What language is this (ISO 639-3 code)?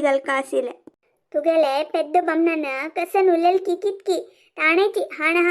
kok